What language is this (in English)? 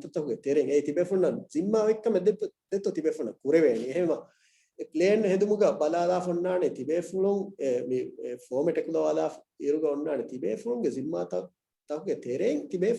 Divehi